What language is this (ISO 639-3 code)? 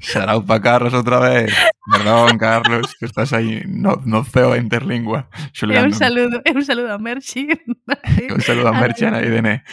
glg